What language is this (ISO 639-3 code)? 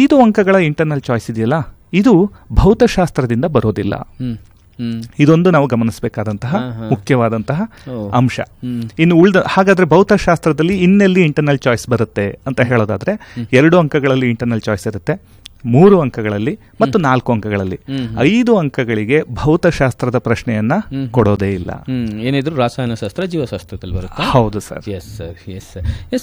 kan